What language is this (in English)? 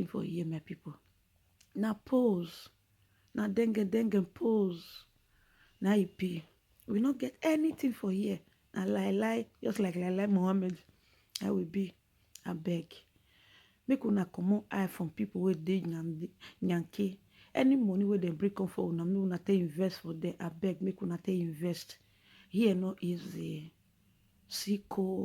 Nigerian Pidgin